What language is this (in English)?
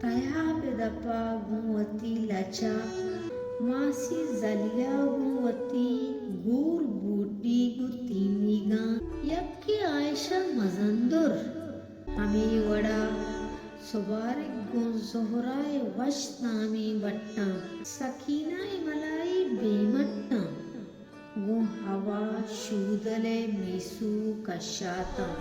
Baluchi